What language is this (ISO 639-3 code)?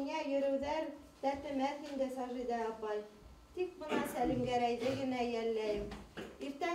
bak